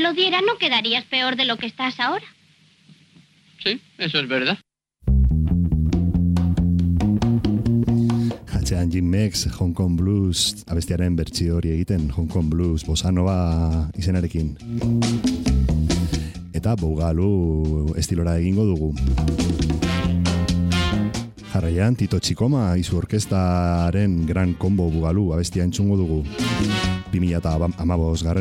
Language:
Basque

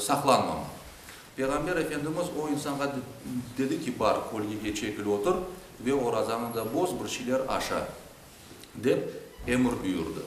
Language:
Crimean Tatar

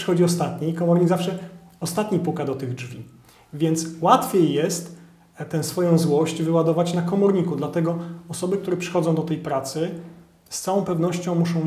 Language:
Polish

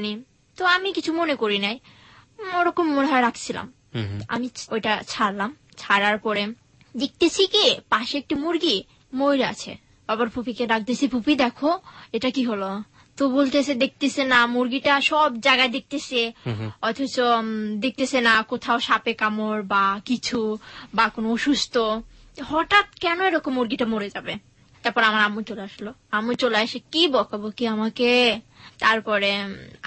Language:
Bangla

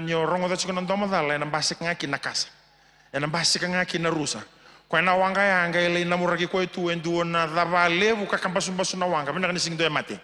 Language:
Fijian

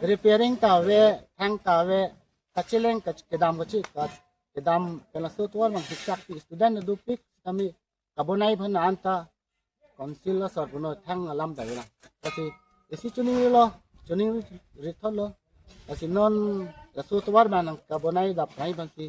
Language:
Karbi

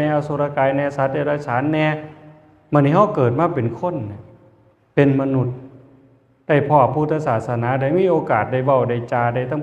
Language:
Northeastern Thai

